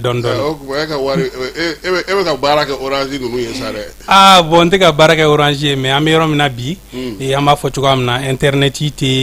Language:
Bambara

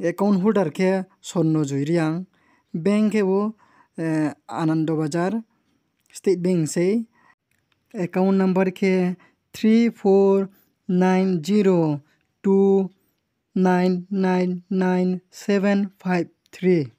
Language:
Riang (India)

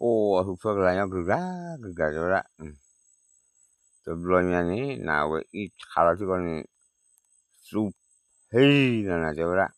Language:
S'gaw Karen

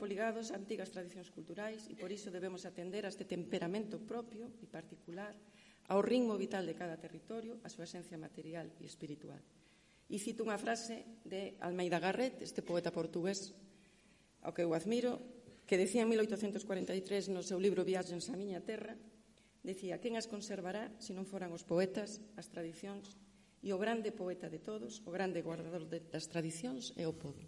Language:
Galician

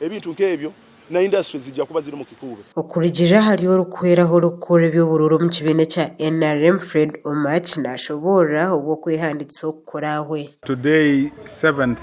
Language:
Nyankole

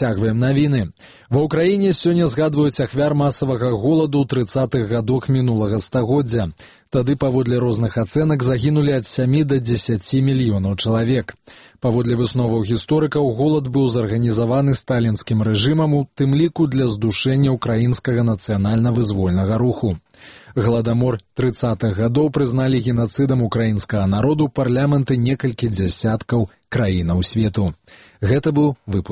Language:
Belarusian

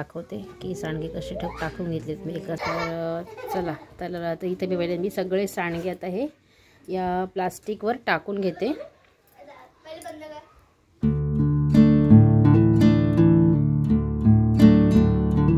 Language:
Marathi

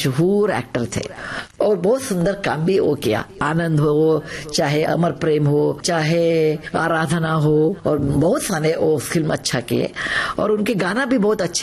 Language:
Hindi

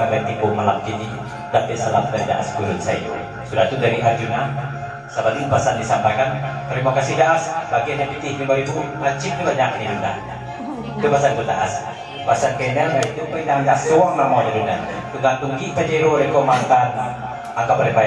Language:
Minangkabau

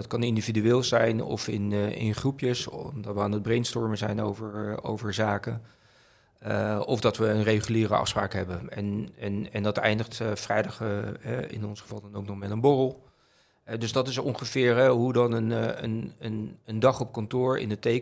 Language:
Dutch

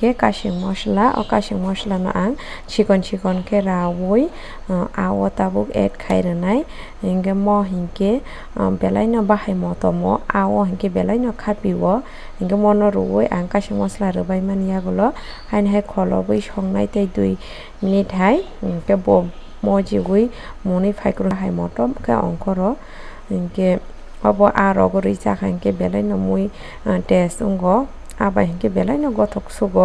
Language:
Kok Borok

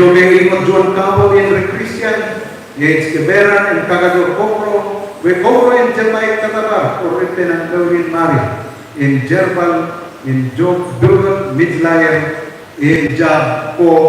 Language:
Marshallese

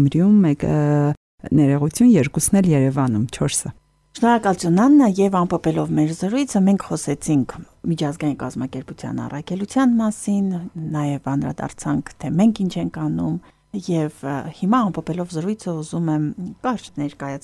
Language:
Armenian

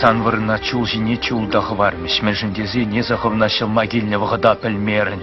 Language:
Chuvash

